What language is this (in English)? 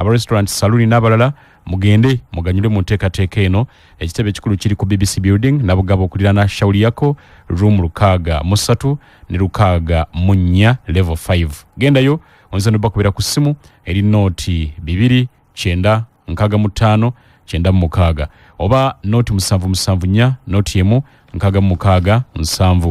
Ganda